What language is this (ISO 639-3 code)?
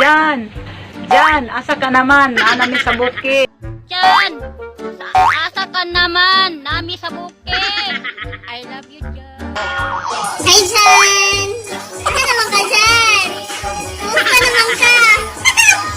ceb